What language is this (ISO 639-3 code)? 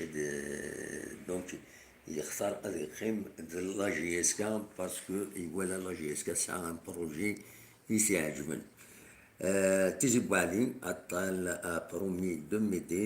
kab